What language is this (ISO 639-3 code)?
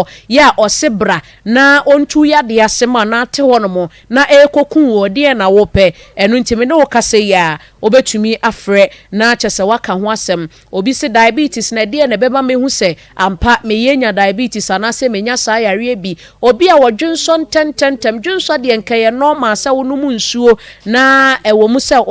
aka